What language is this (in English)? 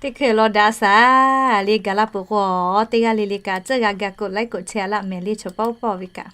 Lahu